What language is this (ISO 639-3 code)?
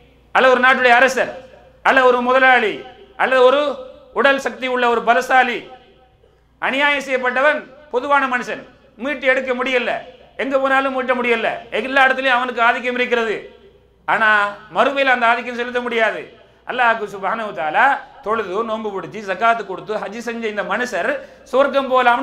tam